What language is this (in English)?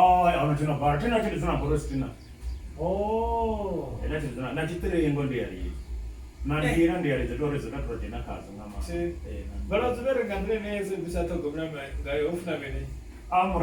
Venda